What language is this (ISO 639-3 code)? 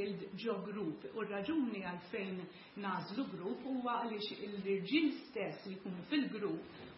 mlt